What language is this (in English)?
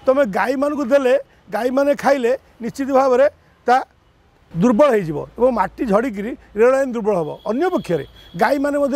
Odia